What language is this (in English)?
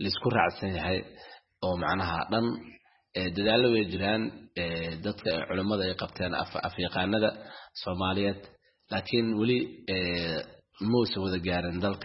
Somali